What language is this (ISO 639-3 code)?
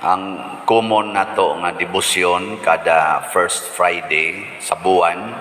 ceb